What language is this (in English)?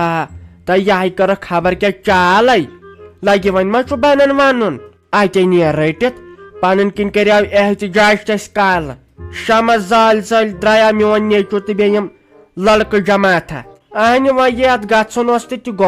Kashmiri